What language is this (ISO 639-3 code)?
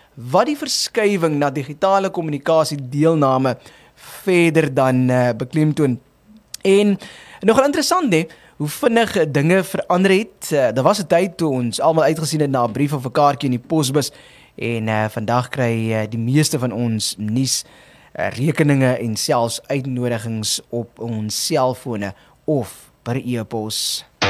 afr